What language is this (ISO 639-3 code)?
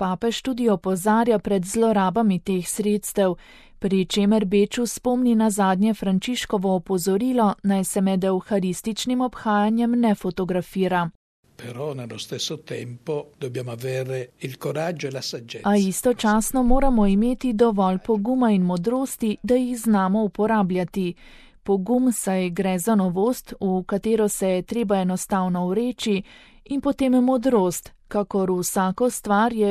slv